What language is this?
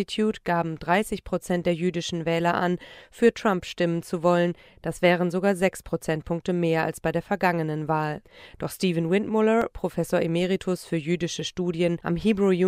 German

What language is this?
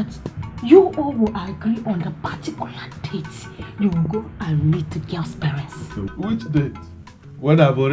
Nigerian Pidgin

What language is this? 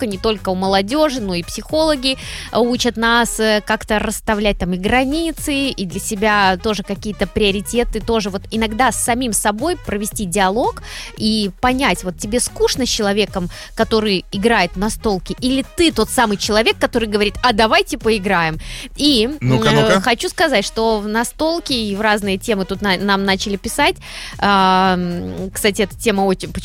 Russian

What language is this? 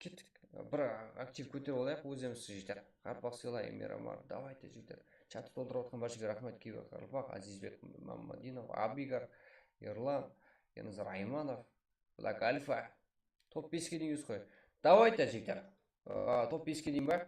Kara-Kalpak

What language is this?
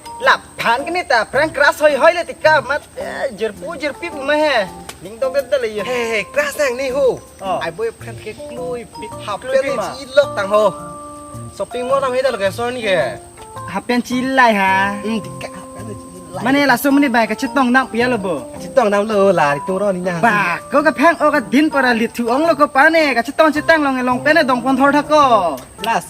Karbi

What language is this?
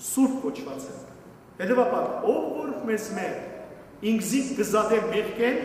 Western Armenian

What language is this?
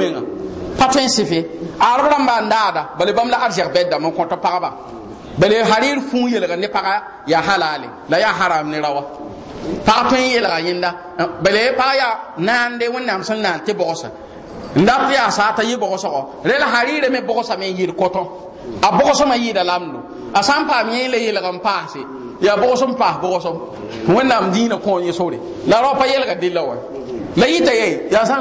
Mossi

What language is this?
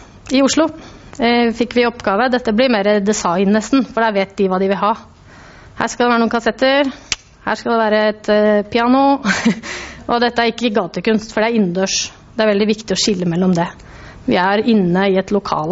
Norwegian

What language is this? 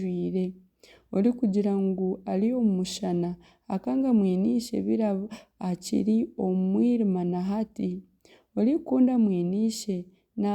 Nyankole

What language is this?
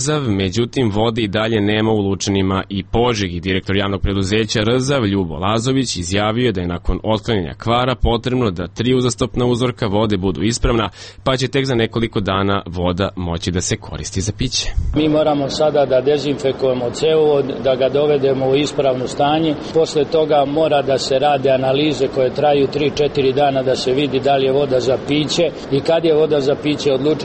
Serbian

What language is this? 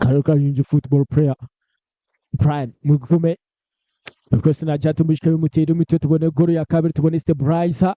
Nyankole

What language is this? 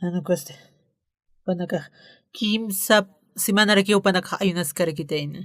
Aymara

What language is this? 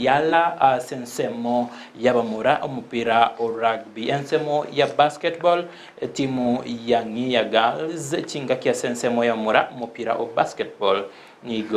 Gusii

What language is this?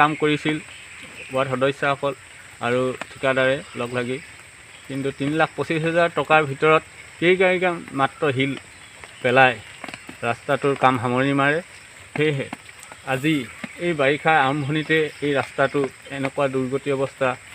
Assamese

